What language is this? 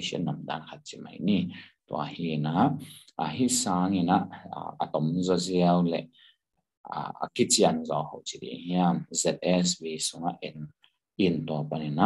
Tedim Chin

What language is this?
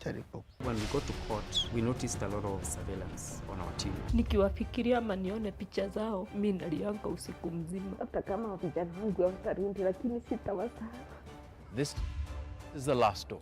Meru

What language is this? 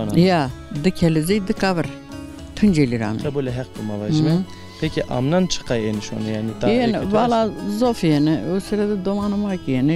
Zaza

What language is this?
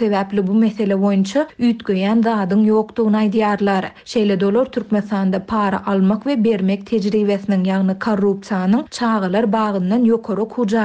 Turkmen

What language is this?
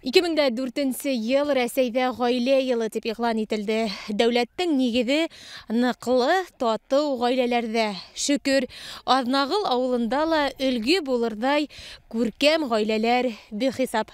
Bashkir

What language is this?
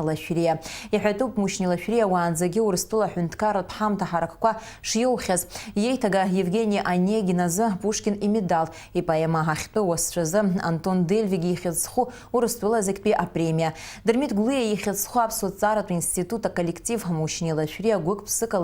Abkhazian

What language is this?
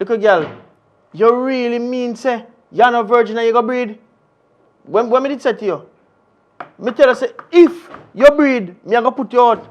Jamaican Creole English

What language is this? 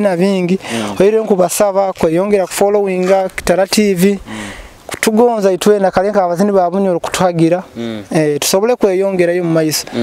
Nyoro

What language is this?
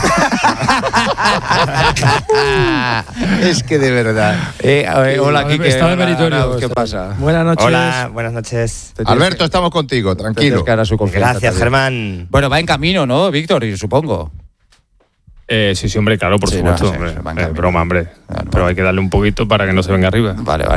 Spanish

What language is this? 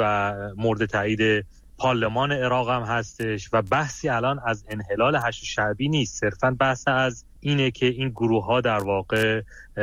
Persian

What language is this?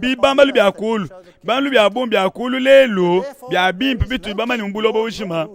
Luba-Lulua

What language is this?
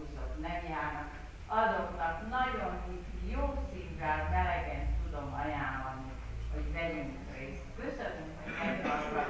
Hungarian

